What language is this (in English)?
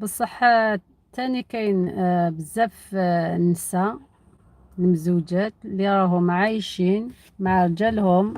Algerian Arabic